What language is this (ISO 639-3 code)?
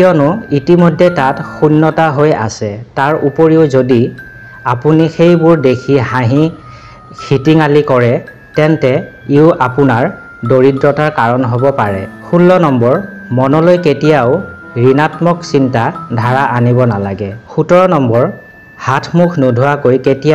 asm